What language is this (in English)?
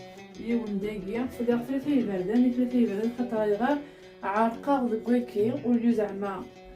Kabyle